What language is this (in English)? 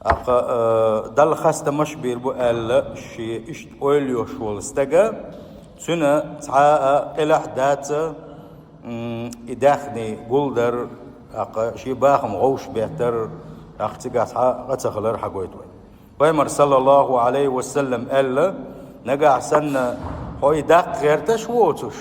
Chechen